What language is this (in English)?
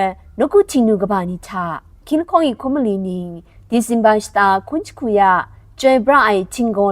Kachin